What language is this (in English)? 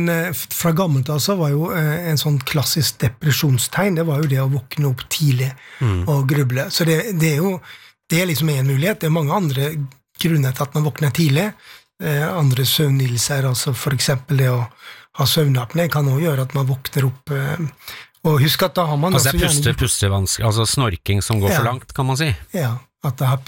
Norwegian